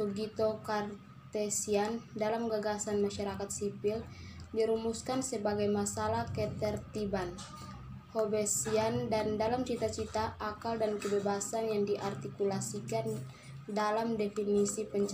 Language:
Indonesian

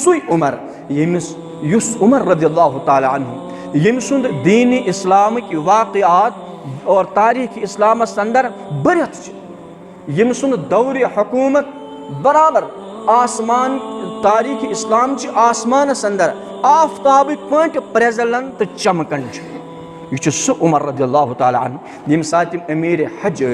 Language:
Kashmiri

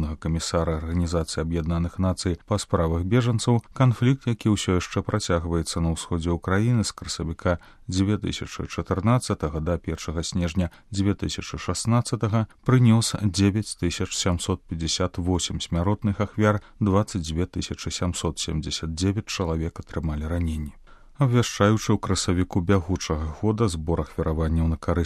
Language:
Belarusian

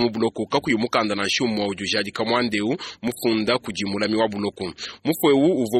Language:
Luba-Lulua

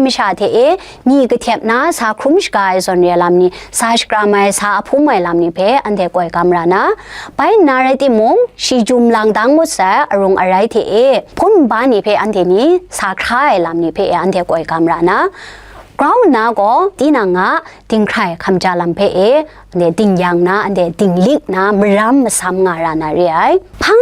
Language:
Kachin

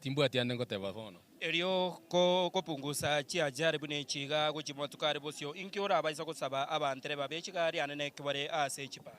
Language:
Gusii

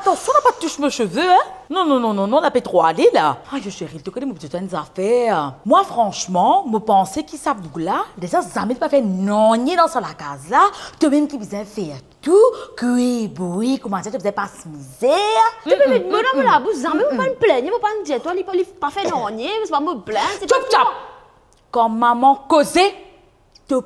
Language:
Morisyen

